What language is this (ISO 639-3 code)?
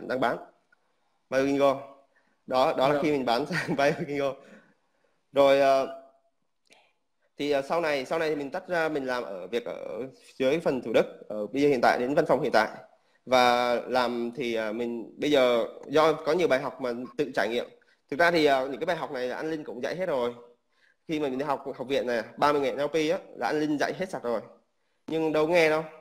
vie